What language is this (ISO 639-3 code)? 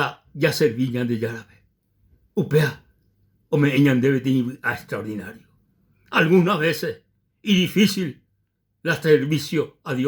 grn